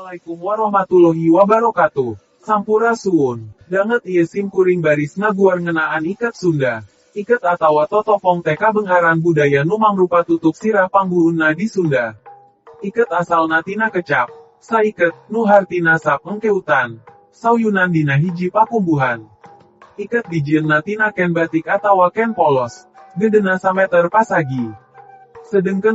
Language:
Sundanese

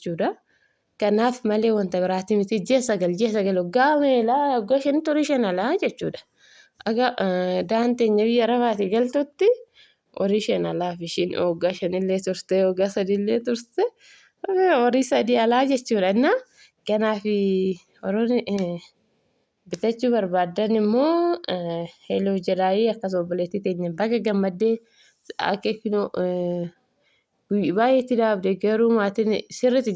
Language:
Oromo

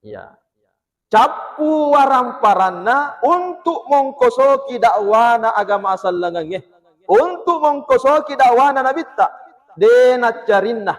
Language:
Buginese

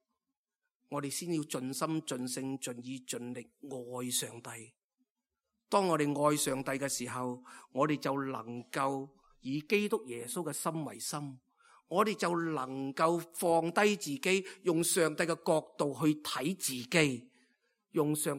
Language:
Cantonese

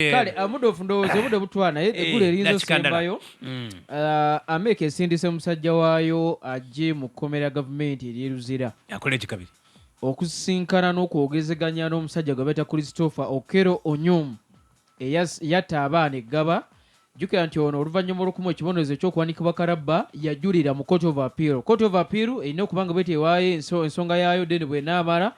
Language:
Ganda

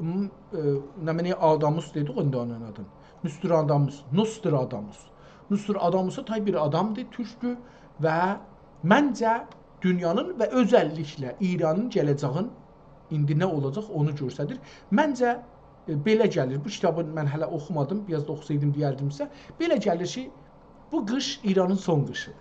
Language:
South Azerbaijani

